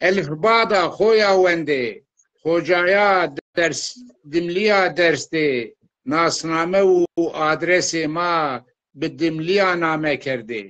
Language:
Zaza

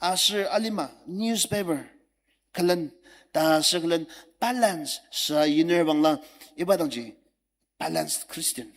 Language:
Ao Naga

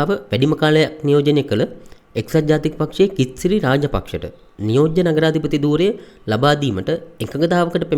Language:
Sinhala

